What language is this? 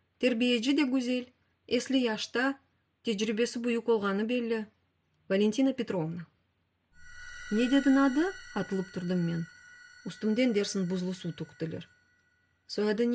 Crimean Tatar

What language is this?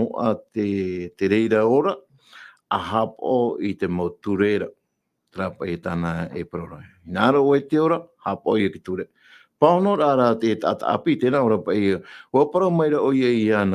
Tahitian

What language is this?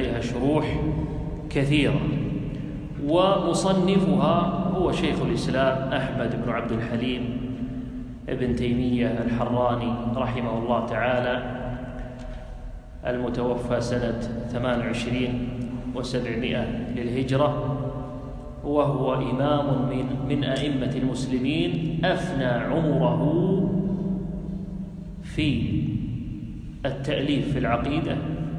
Arabic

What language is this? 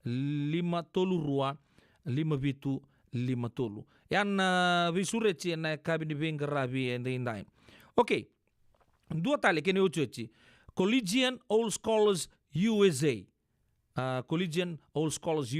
Fijian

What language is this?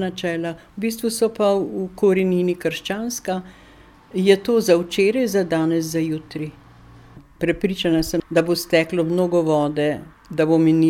Slovenian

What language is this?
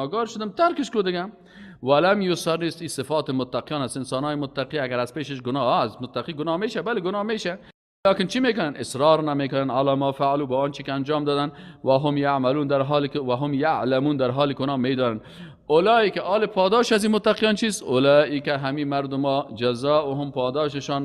Persian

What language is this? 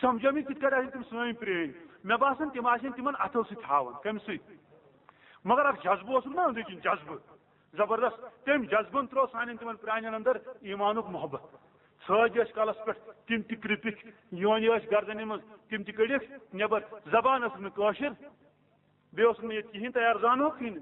Kashmiri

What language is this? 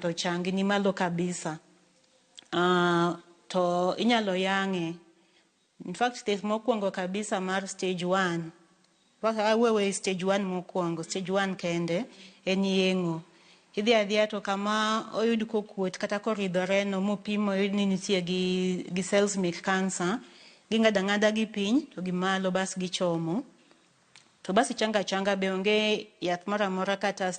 Luo (Kenya and Tanzania)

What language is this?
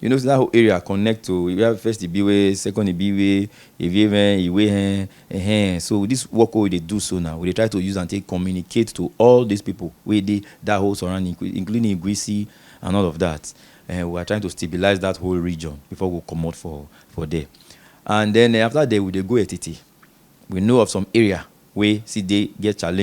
Nigerian Pidgin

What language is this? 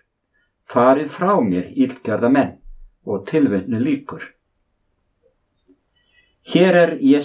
Icelandic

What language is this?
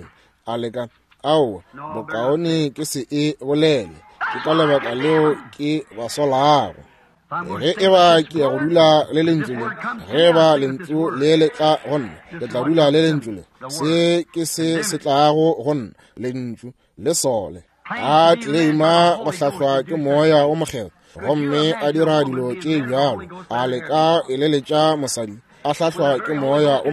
Northern Sotho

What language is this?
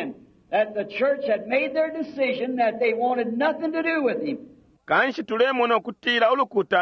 Bemba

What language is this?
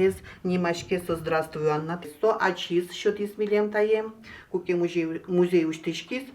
Udmurt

